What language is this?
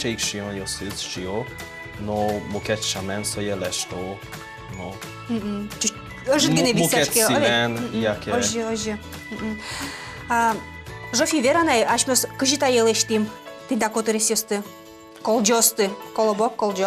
Udmurt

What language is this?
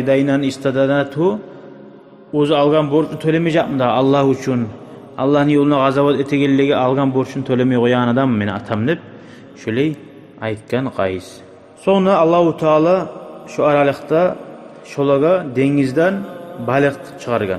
Kumyk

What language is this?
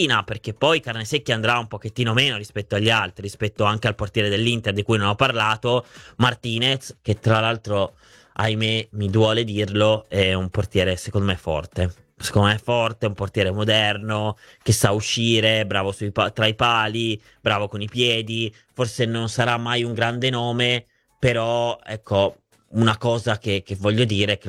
Italian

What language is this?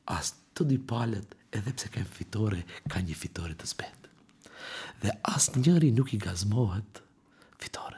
Albanian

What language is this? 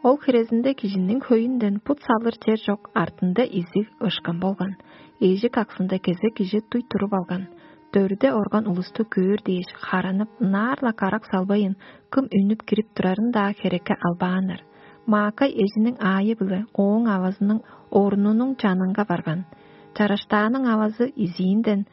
Tuvinian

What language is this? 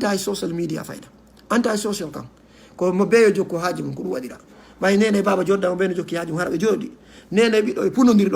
Fula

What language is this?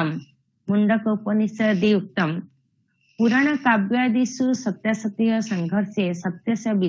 Sanskrit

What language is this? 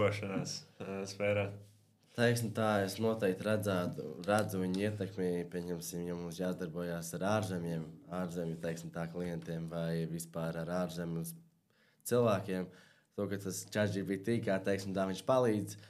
Latvian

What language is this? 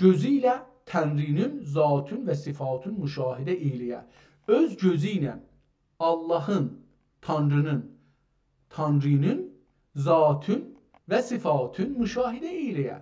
South Azerbaijani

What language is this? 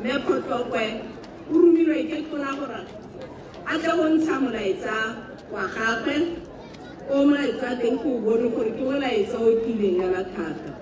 Tswana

